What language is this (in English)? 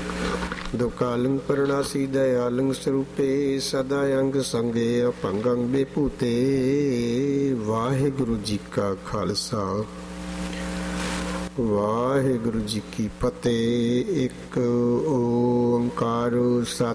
Punjabi